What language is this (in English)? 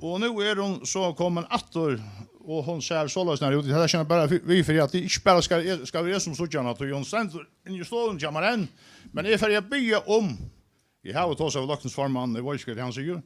Faroese